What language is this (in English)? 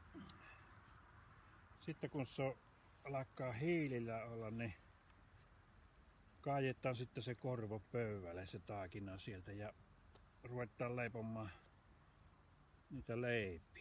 Finnish